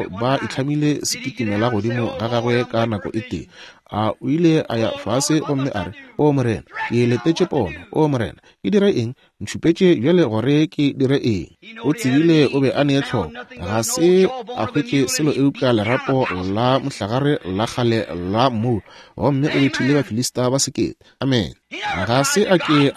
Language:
Northern Sotho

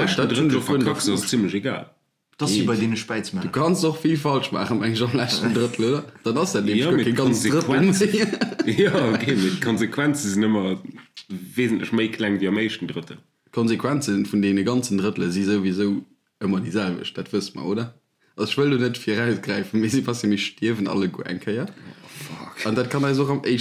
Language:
Luxembourgish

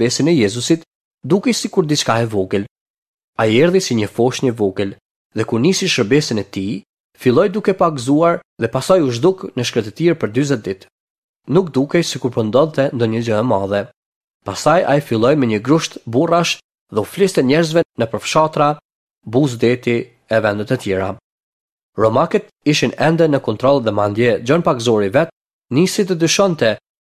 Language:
Albanian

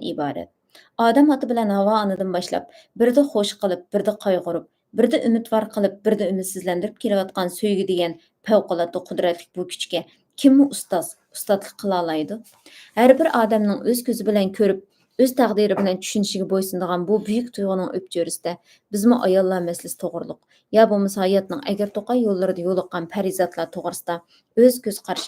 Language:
Uyghur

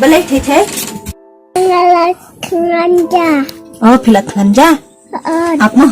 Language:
Khasi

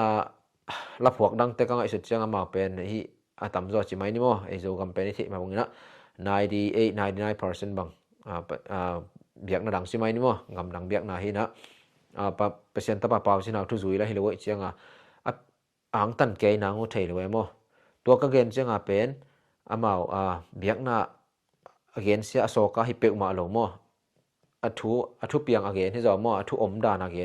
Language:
Tedim Chin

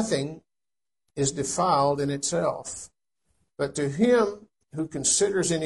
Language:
English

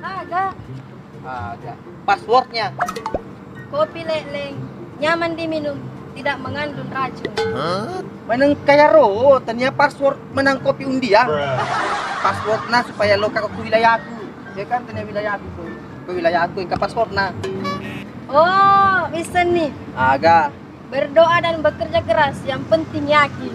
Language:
Buginese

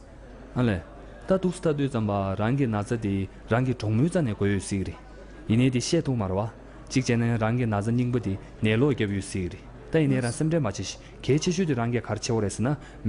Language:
Tibetan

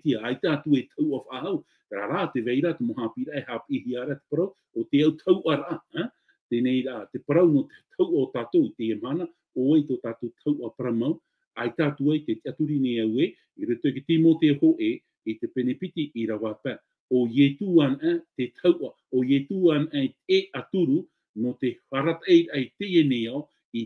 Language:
Tahitian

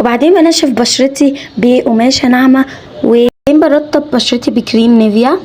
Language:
Egyptian Arabic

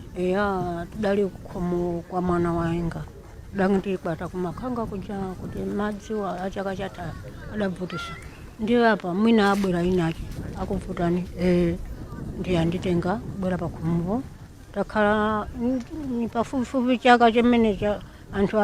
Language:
Nyanja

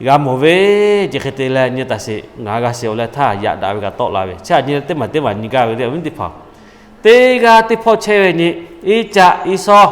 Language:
Lahu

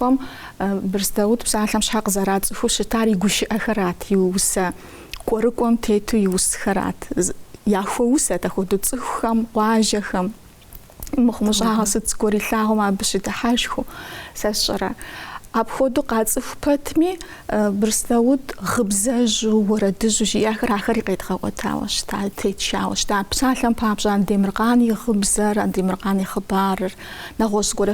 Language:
Kabardian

